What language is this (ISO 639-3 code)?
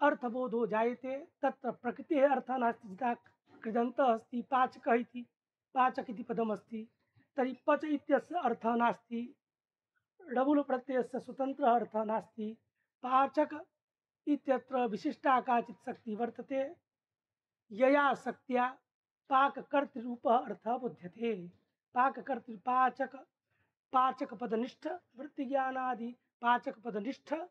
san